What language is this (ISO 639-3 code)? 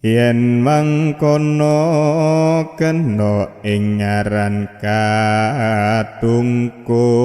jav